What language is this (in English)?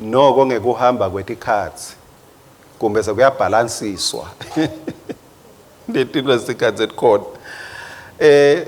Swati